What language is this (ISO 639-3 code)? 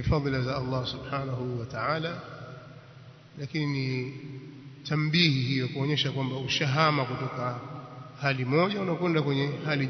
swa